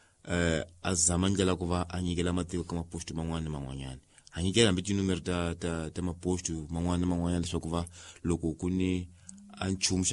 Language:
Tsonga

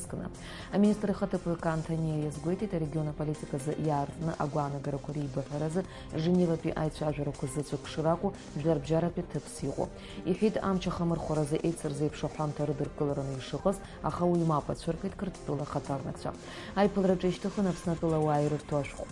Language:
Abkhazian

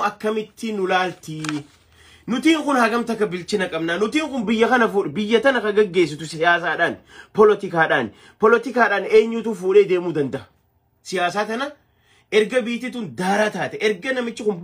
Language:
Oromo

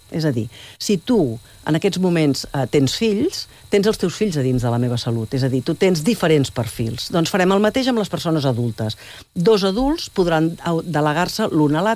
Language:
Catalan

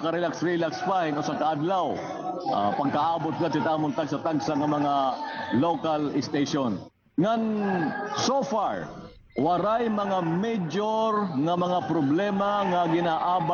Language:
Waray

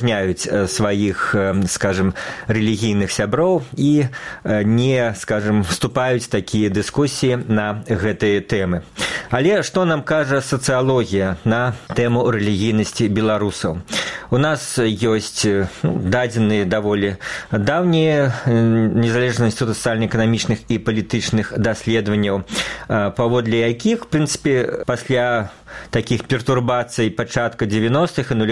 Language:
Belarusian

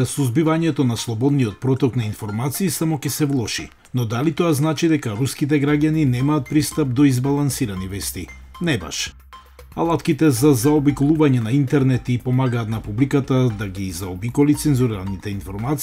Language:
Macedonian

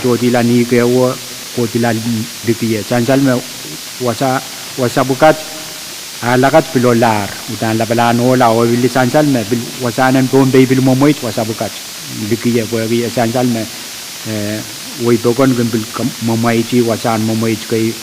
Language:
Pohnpeian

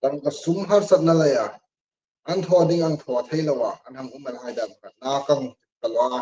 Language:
Hmar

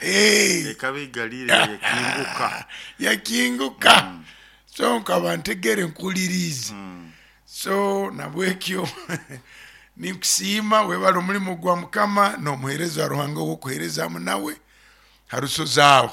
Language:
Nyoro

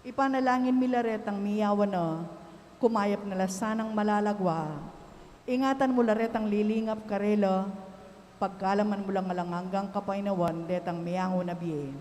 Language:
Pampanga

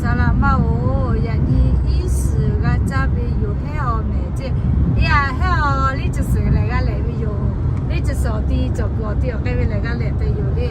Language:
Lahu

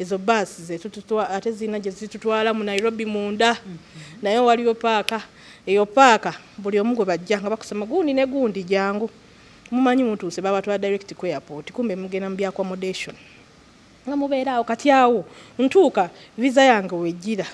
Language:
Ganda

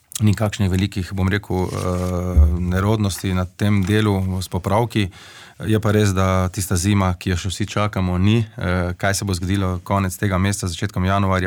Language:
Slovenian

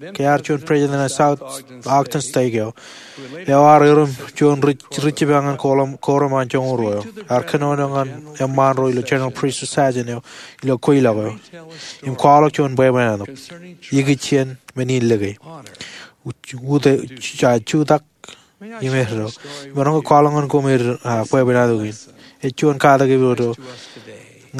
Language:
Marshallese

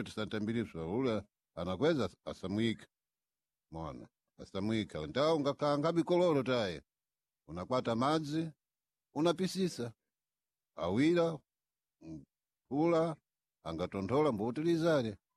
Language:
Sena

